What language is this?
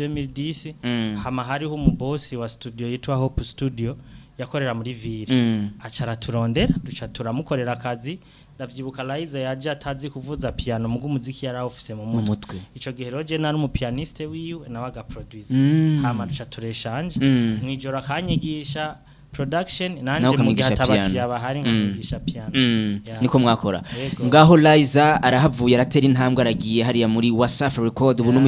Rundi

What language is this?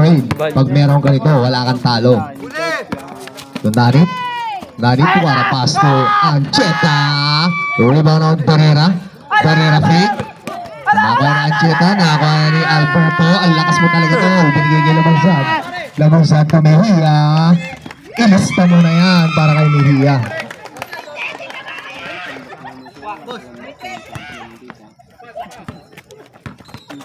Filipino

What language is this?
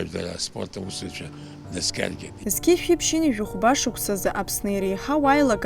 Abkhazian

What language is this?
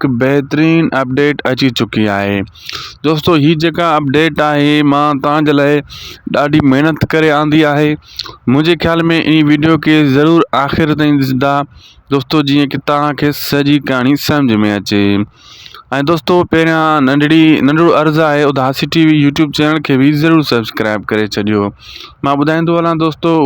Sindhi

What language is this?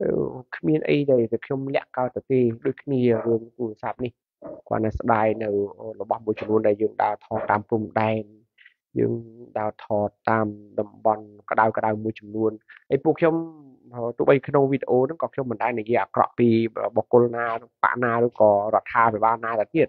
Khmer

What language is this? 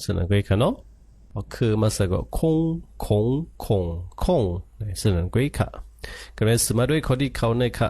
Shan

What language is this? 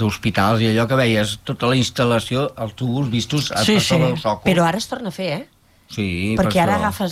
Catalan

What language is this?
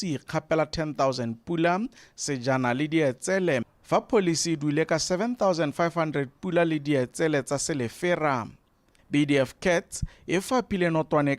Tswana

